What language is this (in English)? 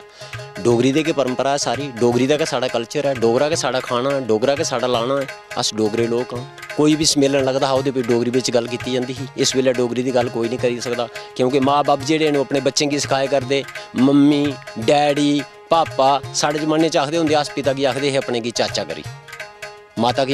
Dogri